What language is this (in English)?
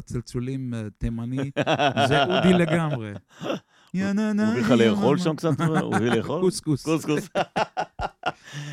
Hebrew